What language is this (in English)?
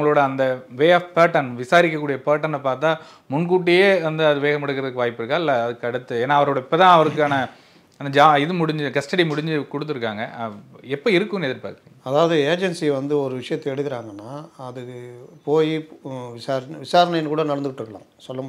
Tamil